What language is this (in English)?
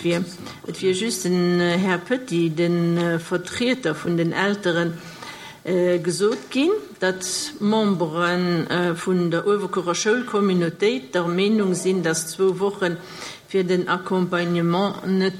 Luxembourgish